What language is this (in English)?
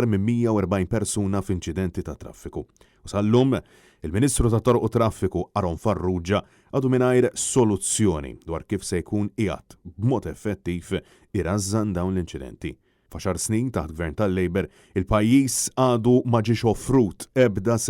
Maltese